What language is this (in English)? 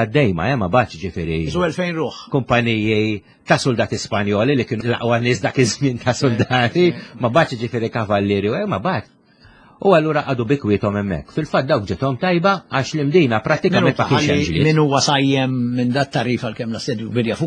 Maltese